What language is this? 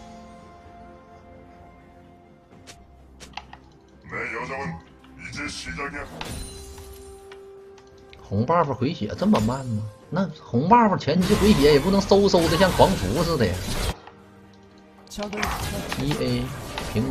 Chinese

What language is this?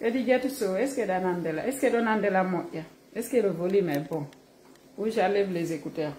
Fula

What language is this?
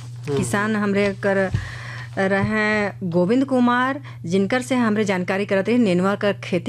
Bhojpuri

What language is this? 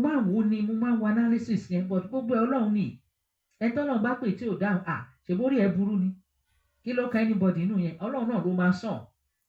Yoruba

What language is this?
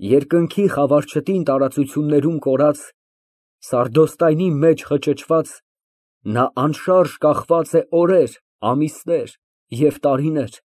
Armenian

